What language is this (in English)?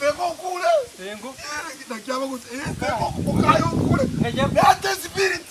Gusii